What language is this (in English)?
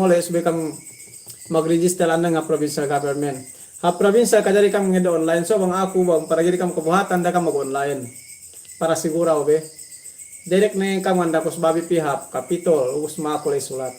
Yakan